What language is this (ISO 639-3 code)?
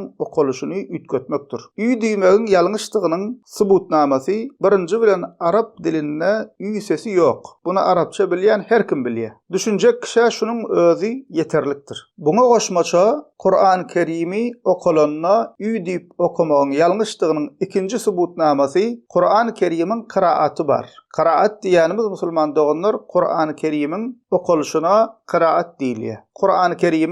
tuk